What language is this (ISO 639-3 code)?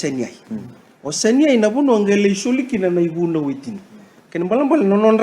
fij